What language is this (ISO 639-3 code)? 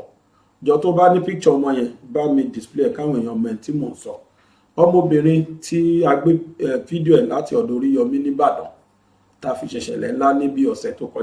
yor